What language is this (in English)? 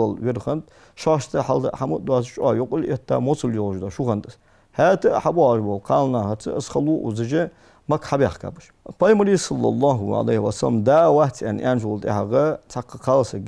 Ingush